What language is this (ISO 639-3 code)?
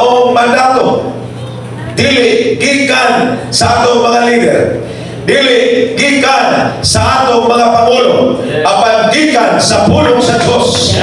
ceb